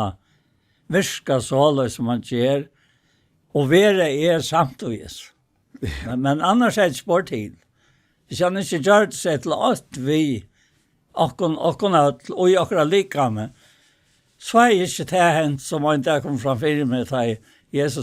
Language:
Faroese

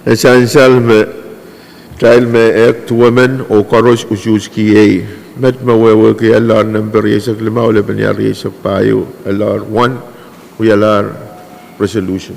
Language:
Pohnpeian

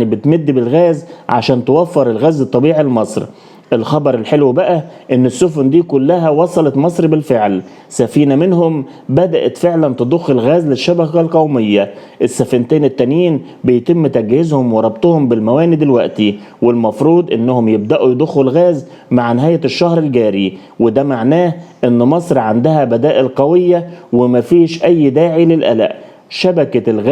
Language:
Egyptian Arabic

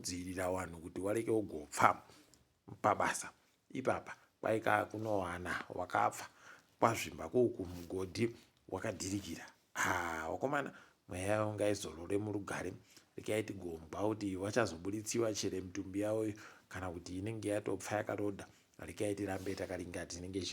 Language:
Ndau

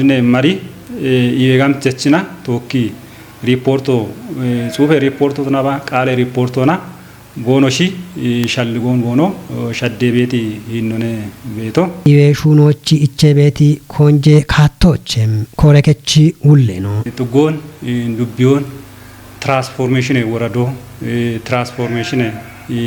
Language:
Kafa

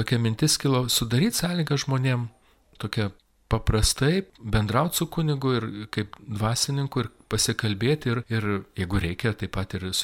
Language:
Lithuanian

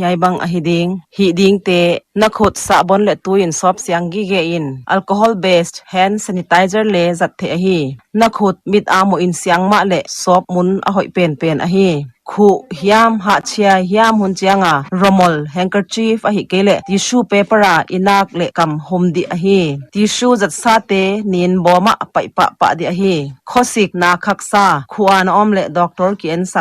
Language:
Paite Chin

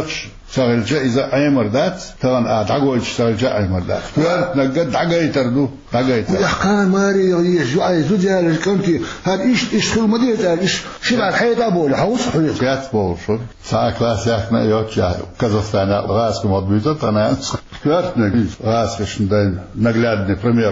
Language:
Chechen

